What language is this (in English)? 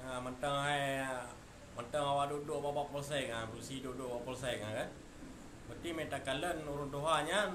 Achinese